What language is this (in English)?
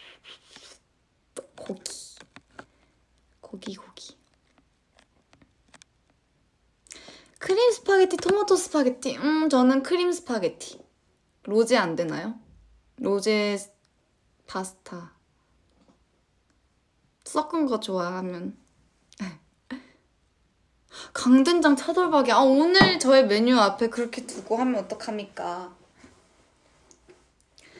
Korean